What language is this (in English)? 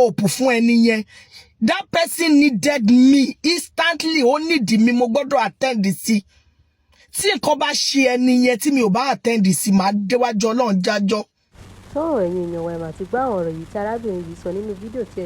Yoruba